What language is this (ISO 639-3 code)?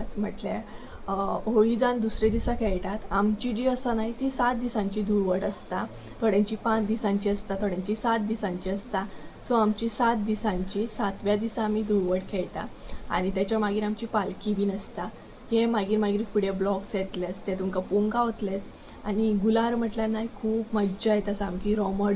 kok